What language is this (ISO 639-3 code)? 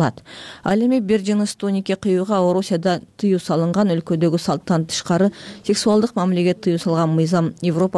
kir